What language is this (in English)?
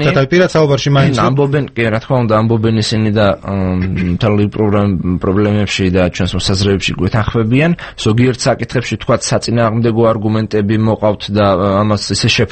Georgian